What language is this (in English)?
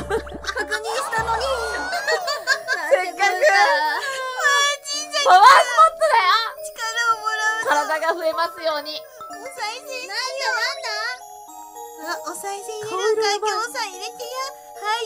Japanese